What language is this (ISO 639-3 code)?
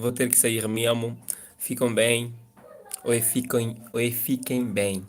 kea